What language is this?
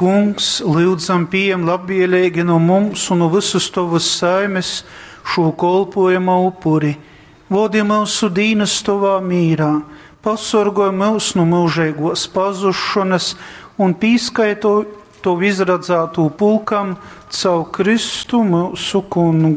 Latgalian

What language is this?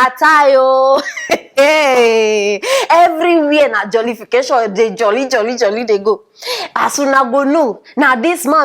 Nigerian Pidgin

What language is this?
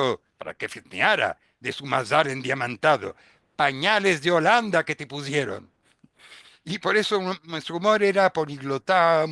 Ladino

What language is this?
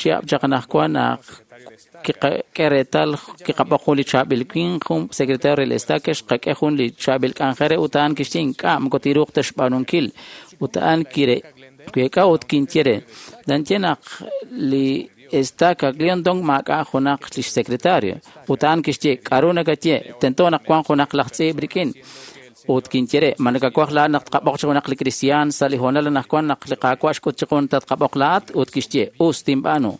Kekchí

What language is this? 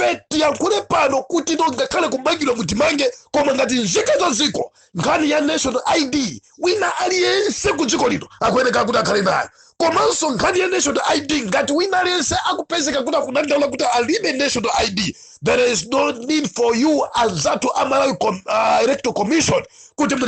Nyanja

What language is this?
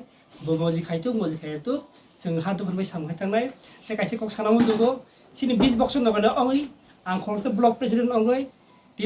Kok Borok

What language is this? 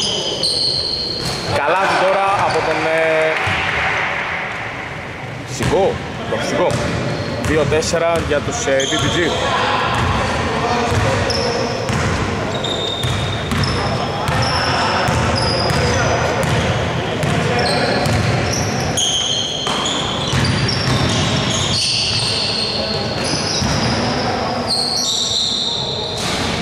Greek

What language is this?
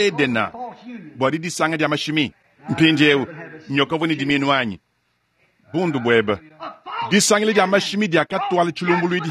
Luba-Lulua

